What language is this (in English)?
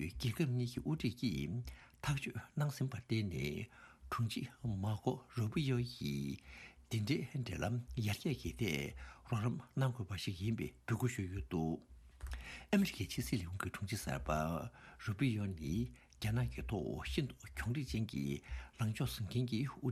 Tibetan